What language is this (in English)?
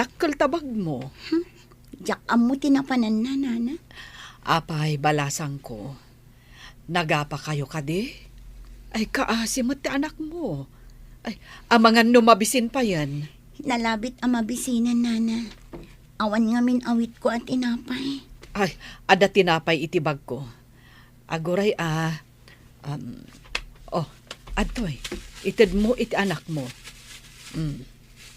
Iloko